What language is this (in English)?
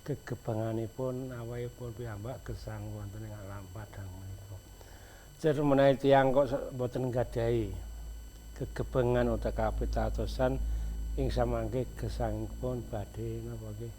Javanese